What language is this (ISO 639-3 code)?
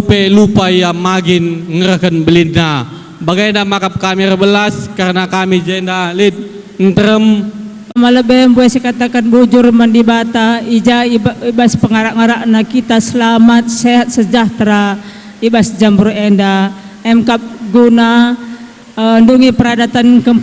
btx